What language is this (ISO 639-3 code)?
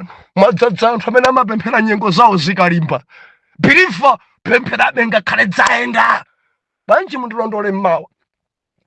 nya